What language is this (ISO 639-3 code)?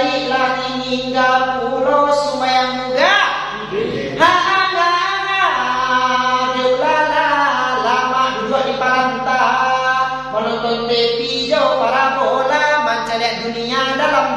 min